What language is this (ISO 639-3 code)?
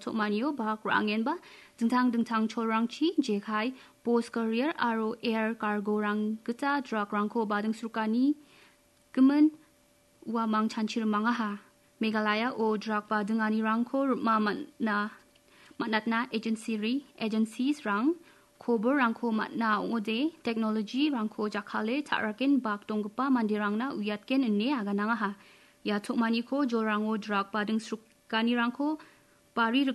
grt